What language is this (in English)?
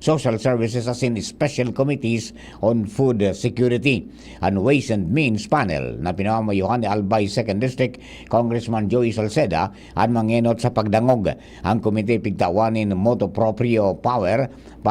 Bikol